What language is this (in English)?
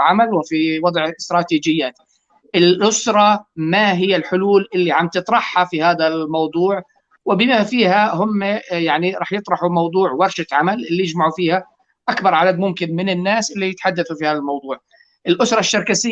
North Levantine Arabic